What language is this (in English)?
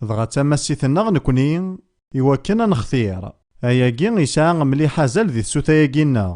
Kabyle